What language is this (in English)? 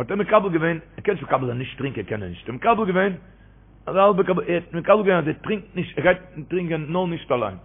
Yiddish